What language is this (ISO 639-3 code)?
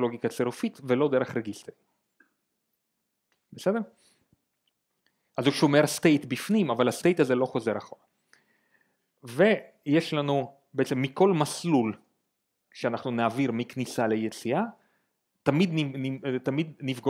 heb